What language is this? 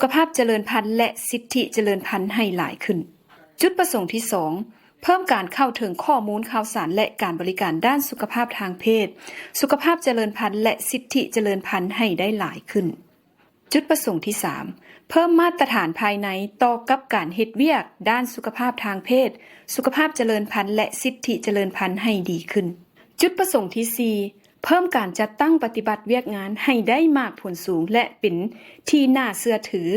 Lao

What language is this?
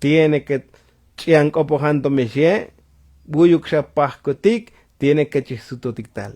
Tzotzil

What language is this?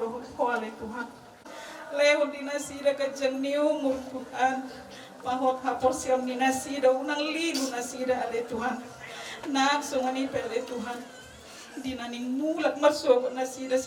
Batak Toba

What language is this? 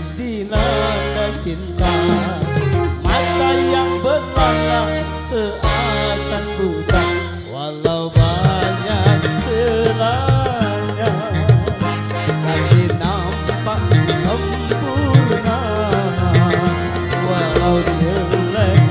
Indonesian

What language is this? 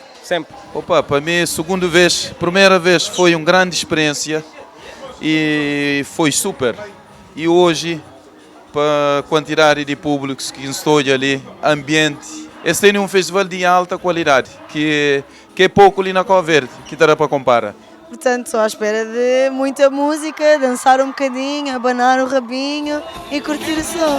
Kabuverdianu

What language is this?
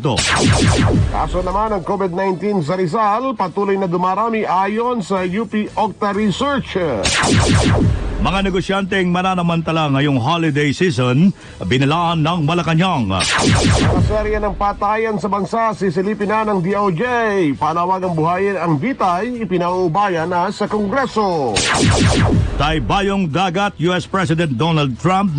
Filipino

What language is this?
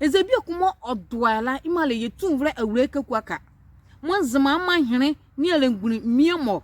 Nzima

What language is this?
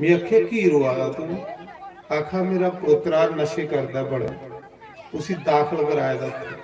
Dogri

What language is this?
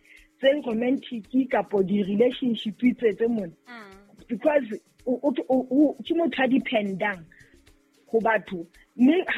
Southern Sotho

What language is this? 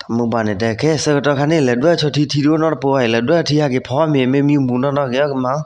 S'gaw Karen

